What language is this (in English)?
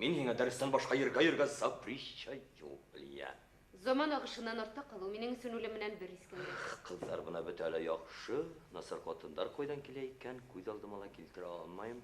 Bashkir